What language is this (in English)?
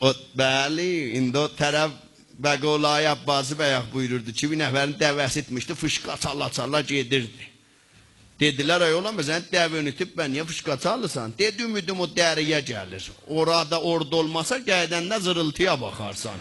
Azerbaijani